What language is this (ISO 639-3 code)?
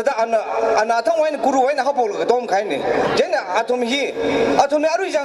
nmf